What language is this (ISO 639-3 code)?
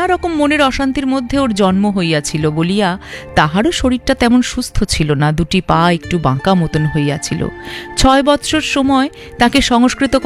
ben